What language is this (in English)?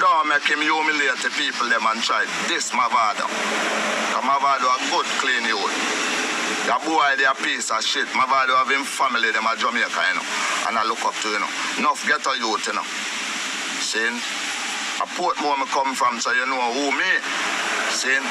Jamaican Creole English